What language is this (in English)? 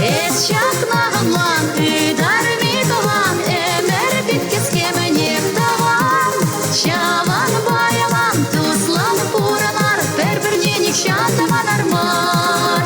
Chuvash